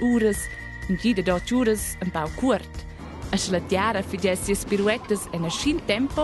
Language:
Romansh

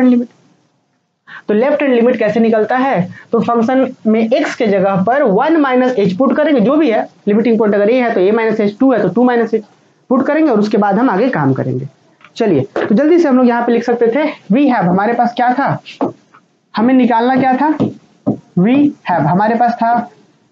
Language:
Hindi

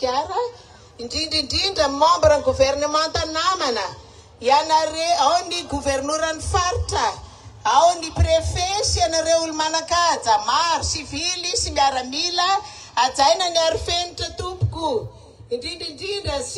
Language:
Malagasy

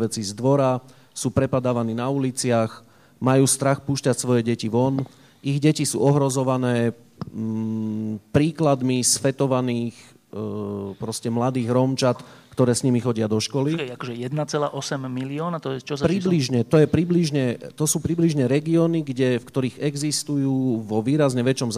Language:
Slovak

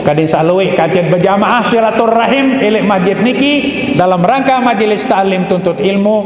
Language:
Sasak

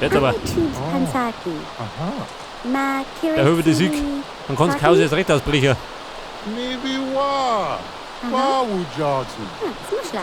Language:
Bavarian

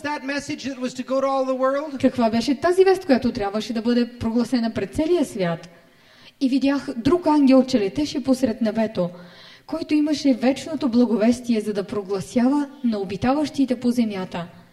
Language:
Bulgarian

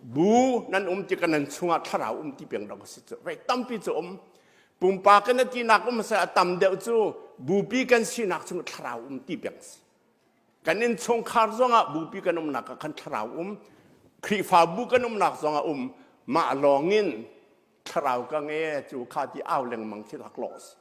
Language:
Hakha Chin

